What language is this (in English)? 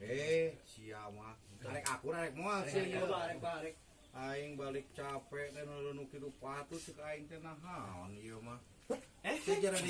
Sundanese